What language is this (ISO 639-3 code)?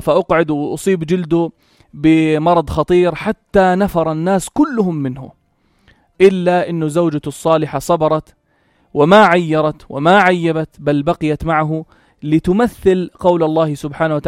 apc